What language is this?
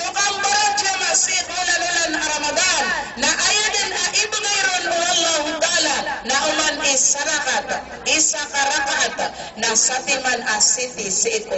Maranao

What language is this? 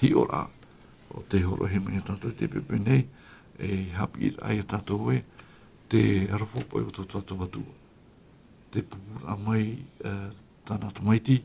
Tahitian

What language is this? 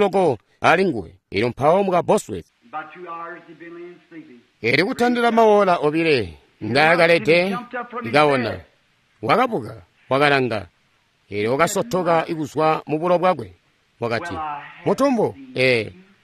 Tonga (Zambia)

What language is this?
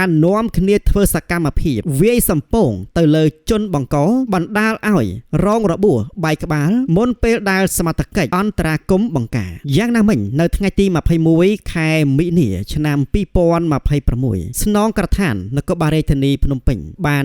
Khmer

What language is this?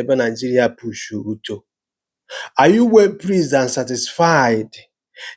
Igbo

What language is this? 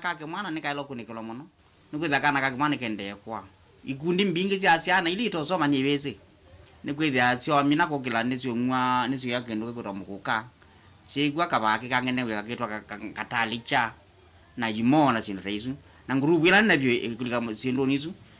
Kamba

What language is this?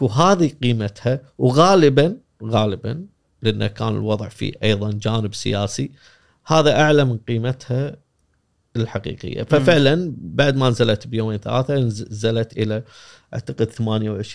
Gulf Arabic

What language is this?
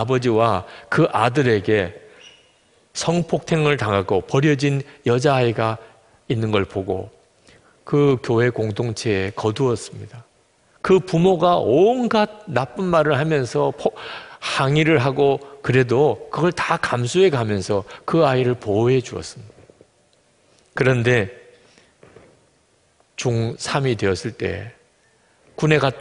Korean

